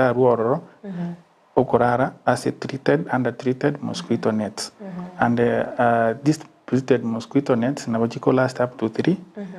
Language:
Gusii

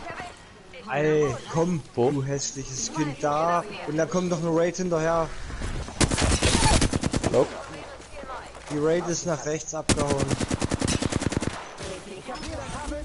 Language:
German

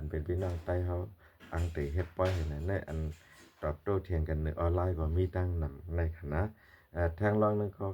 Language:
Shan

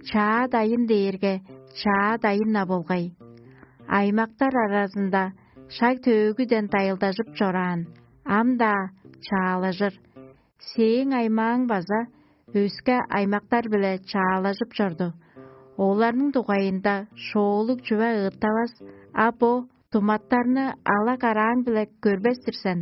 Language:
Tuvinian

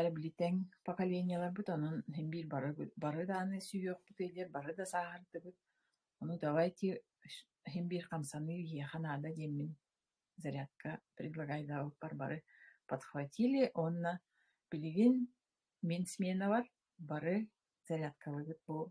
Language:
Yakut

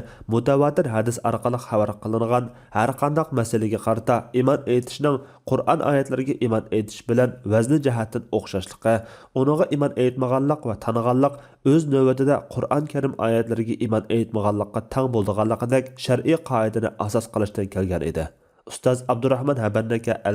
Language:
Uyghur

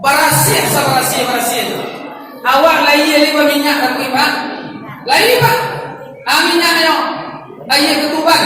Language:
Minangkabau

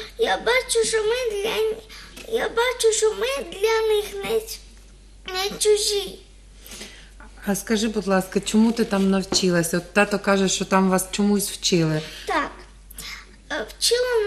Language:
Ukrainian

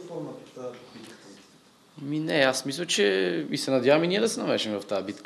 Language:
Bulgarian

